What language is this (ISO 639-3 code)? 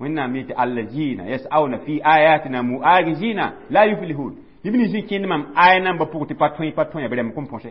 mos